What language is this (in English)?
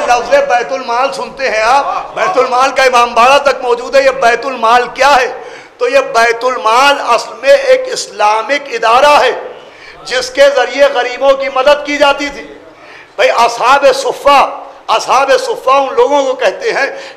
Urdu